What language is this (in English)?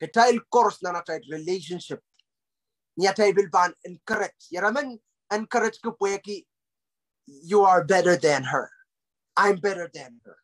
Pohnpeian